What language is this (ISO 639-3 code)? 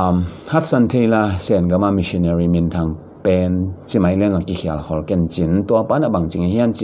ctd